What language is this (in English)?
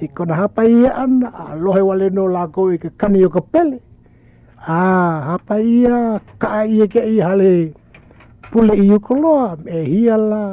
Hawaiian